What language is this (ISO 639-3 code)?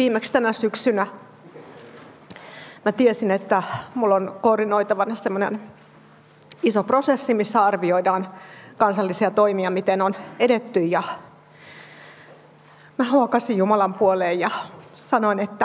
fin